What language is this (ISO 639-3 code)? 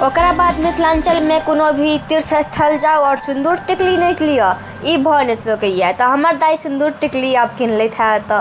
mai